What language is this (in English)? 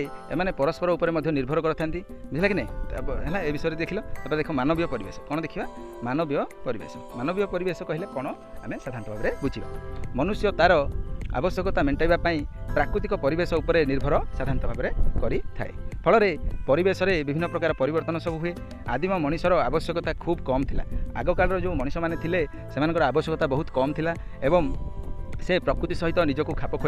Odia